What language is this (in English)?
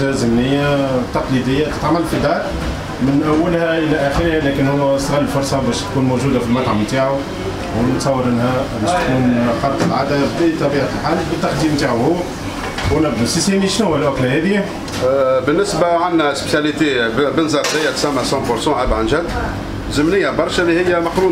Tunisian Arabic